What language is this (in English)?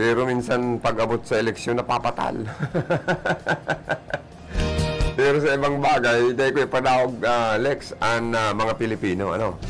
Bikol